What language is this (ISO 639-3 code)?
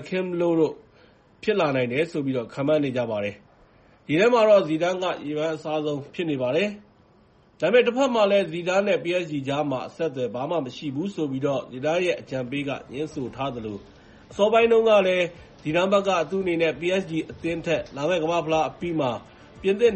mya